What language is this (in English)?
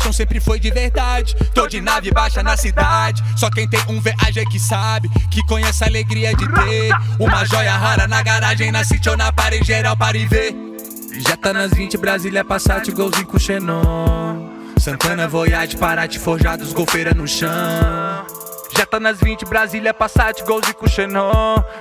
Portuguese